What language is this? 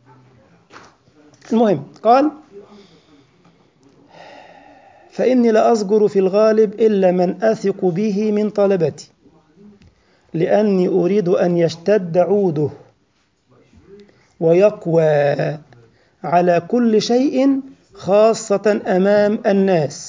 Arabic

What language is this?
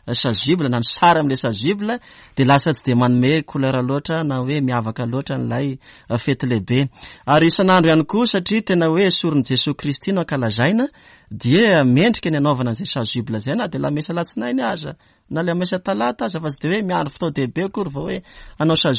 Malagasy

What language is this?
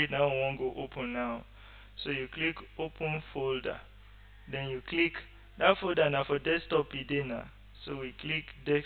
Nigerian Pidgin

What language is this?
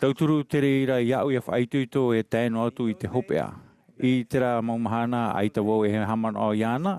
Tahitian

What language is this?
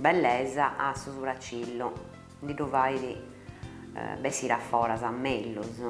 Sardinian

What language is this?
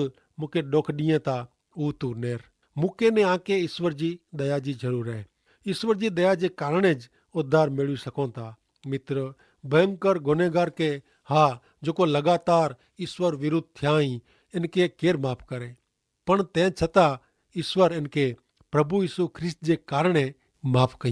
Kachhi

